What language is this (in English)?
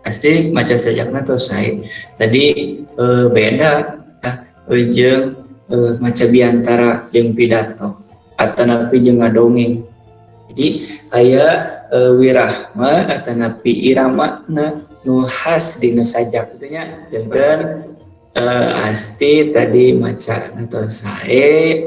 Sundanese